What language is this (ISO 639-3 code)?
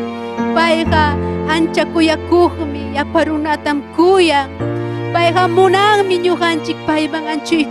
quy